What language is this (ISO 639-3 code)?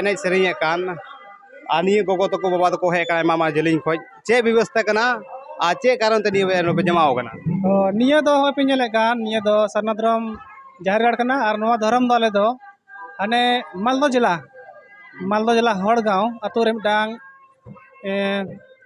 sat